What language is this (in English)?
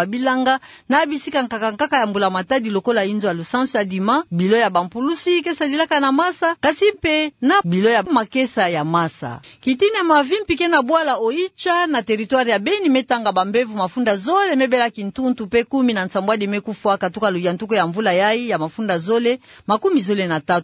Kituba (Democratic Republic of Congo)